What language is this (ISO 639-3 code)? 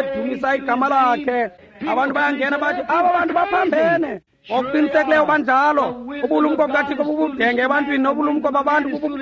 xho